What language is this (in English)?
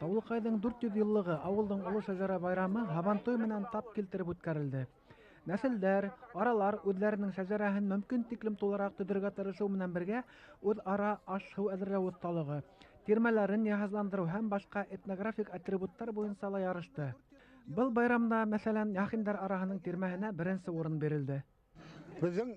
Bashkir